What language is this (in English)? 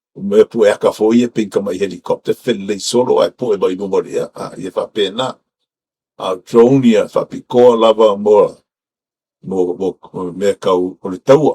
Samoan